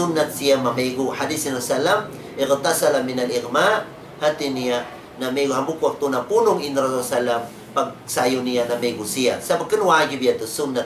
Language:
Tausug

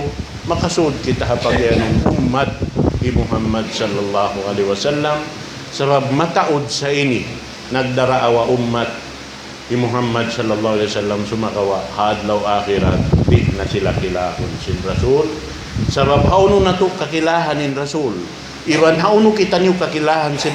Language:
Tausug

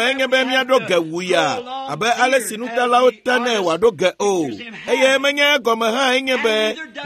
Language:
Ewe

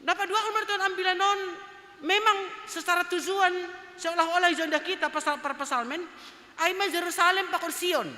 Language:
Batak Simalungun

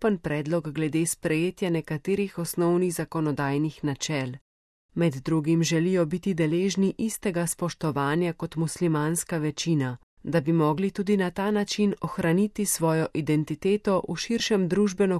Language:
Slovenian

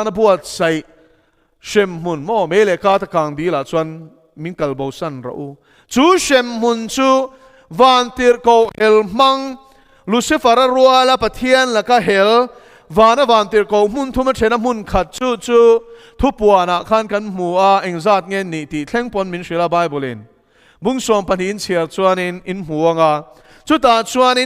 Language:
Mizo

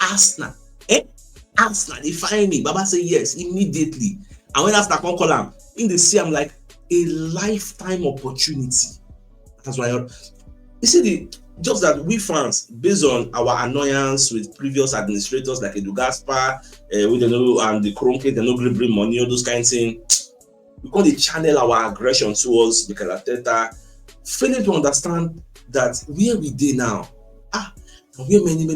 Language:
Nigerian Pidgin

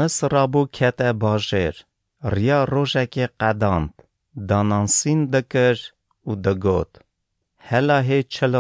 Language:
Kurdish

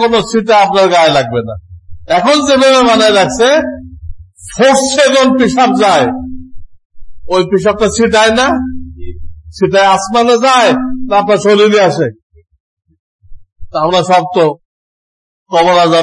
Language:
Bangla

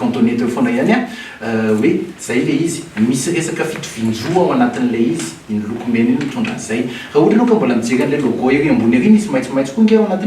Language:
Malagasy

